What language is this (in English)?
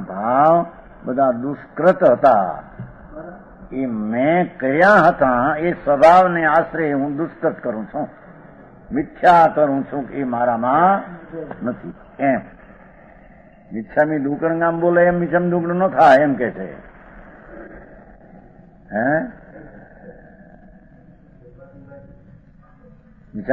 Gujarati